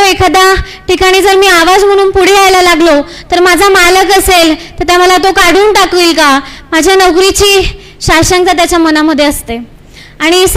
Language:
Marathi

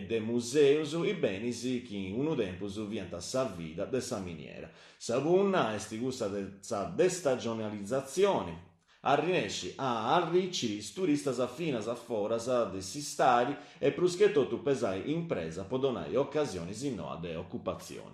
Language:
Sardinian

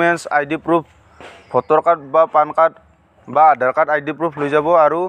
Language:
Assamese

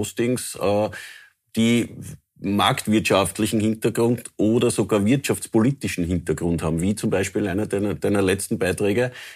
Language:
German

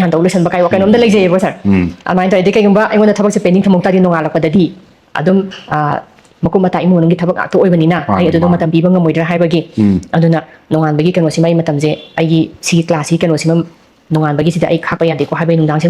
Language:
Manipuri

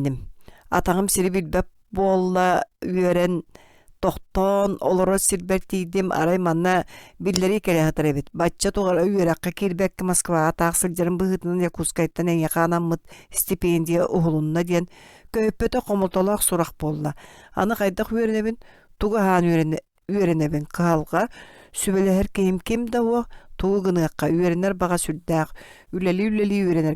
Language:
Yakut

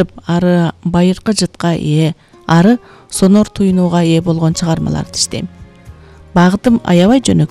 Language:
Kyrgyz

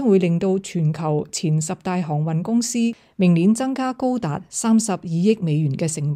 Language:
Cantonese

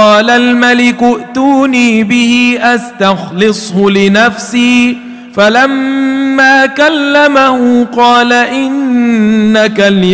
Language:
Arabic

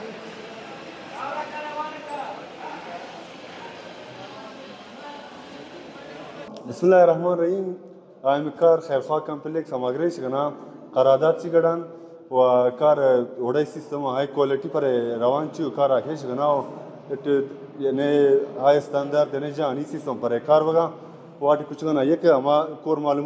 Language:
Persian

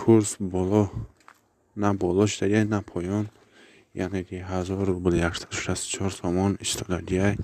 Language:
Tajik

